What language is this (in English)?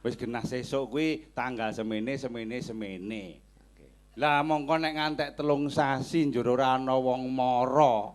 Javanese